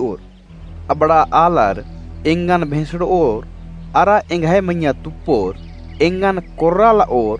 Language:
Kurukh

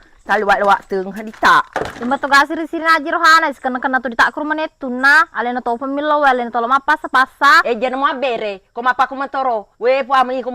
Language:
Buginese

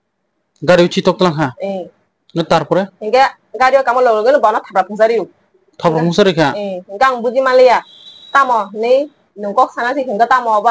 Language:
Kok Borok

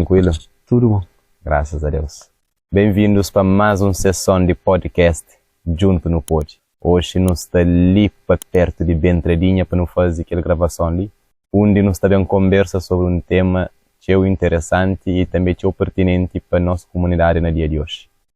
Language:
Kabuverdianu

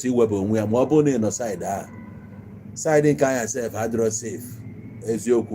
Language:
Igbo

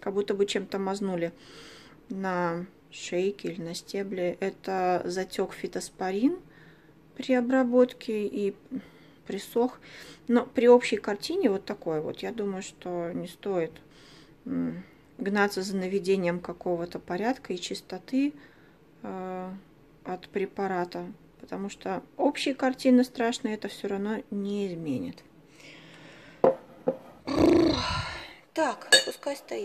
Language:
Russian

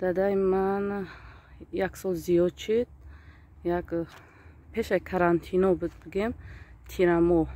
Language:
Tajik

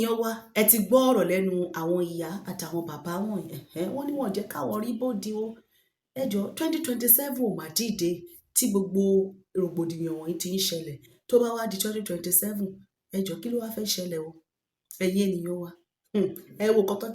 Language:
Yoruba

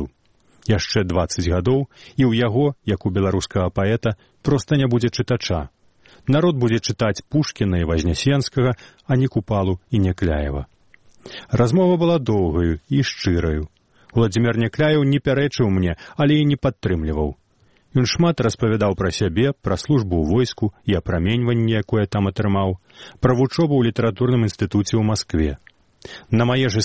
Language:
Belarusian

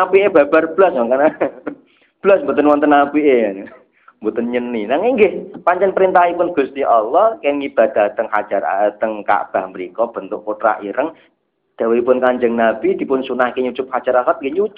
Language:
Javanese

